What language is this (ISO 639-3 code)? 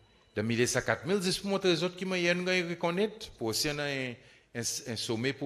crs